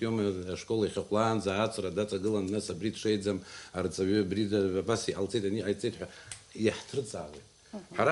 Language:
Abkhazian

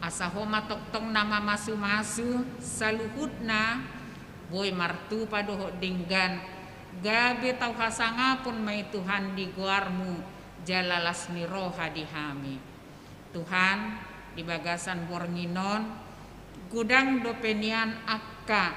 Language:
Batak Toba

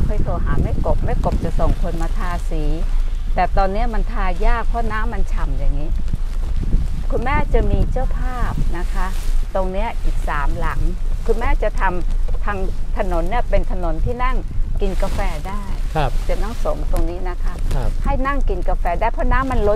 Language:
Thai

